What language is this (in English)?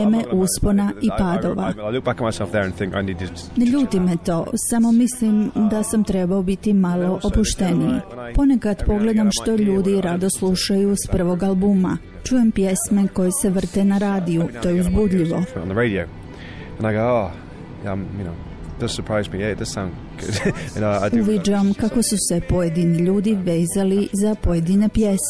Croatian